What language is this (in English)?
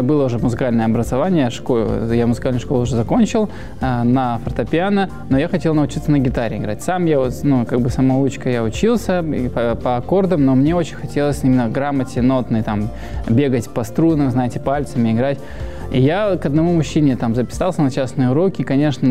Russian